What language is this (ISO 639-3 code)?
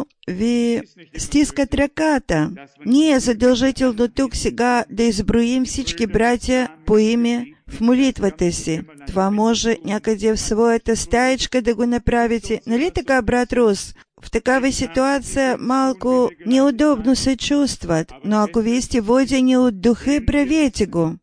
bul